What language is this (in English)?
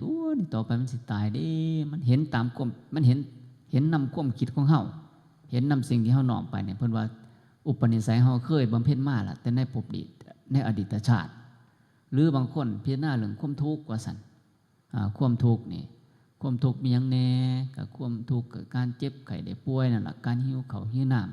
Northeastern Thai